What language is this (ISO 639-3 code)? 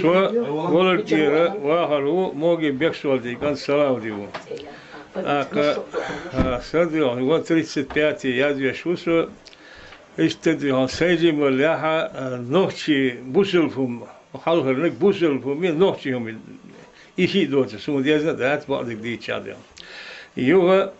che